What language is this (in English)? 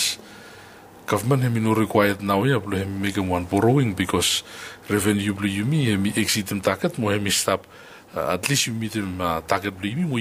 Bislama